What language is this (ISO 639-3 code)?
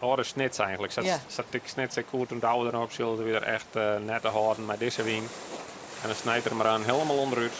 fry